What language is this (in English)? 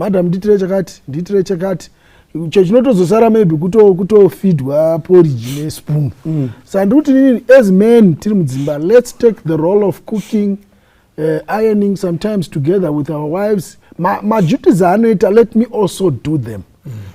Shona